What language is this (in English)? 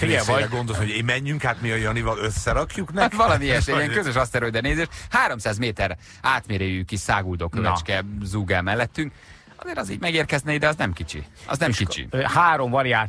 Hungarian